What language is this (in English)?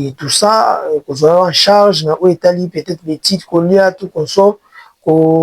Lingala